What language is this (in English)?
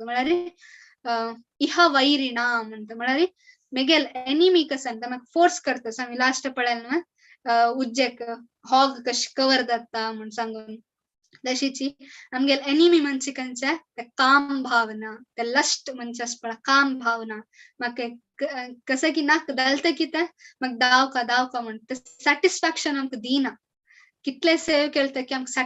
Konkani